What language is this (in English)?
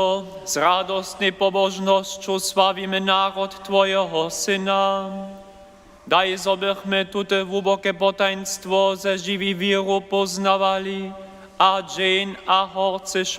Upper Sorbian